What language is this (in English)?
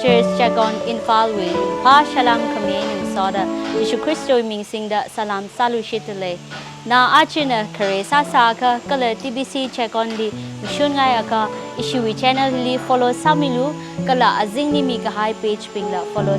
Tangkhul Naga (India)